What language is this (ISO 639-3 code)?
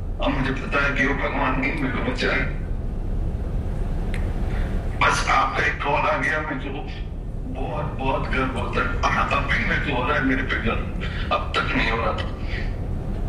hin